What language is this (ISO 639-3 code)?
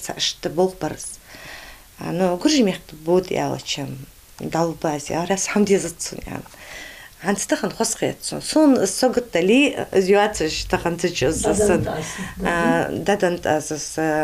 inh